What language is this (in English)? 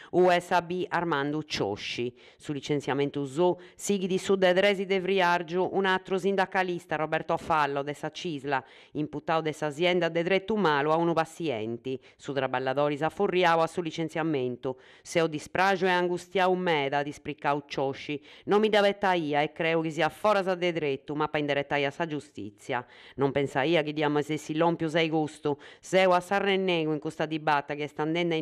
Sardinian